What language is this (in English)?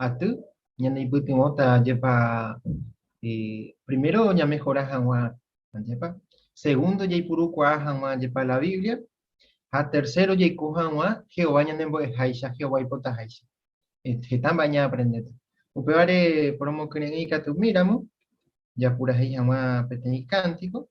Guarani